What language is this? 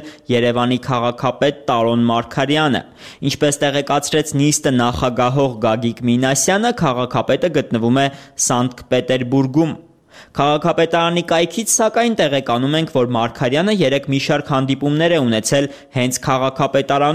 Armenian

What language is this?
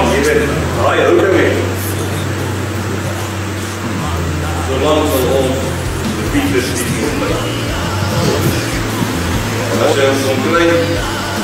Afrikaans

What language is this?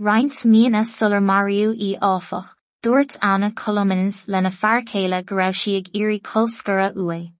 Irish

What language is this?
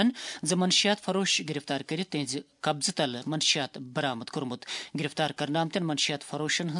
Kashmiri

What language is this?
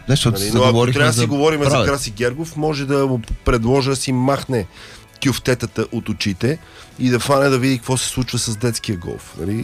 Bulgarian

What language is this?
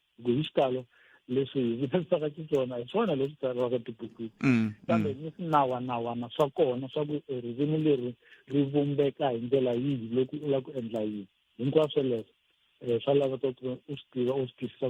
Tsonga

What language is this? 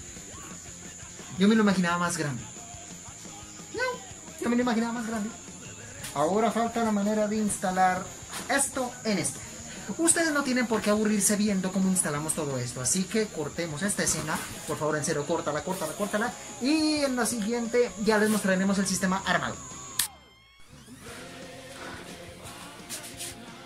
Spanish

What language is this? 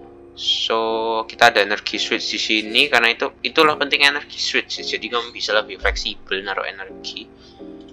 Indonesian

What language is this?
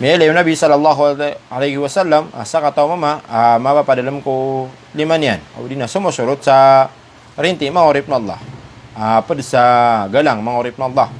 Maranao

